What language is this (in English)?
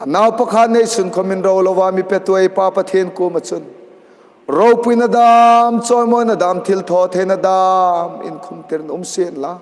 Hmar